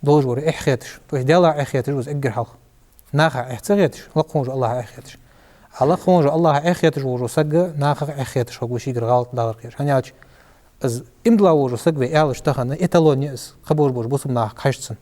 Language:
Ingush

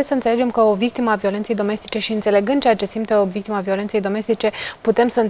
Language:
Romanian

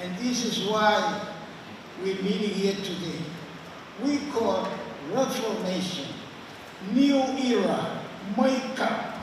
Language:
Pohnpeian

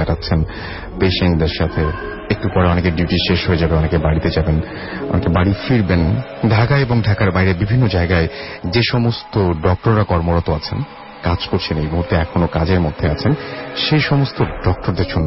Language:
Bangla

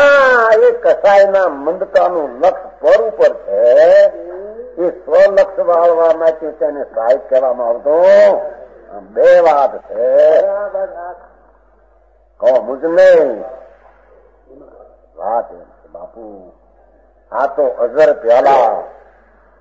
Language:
Gujarati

